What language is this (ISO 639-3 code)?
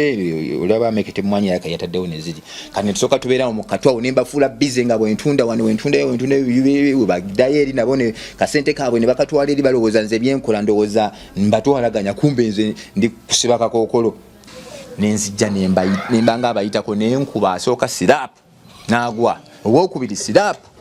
lug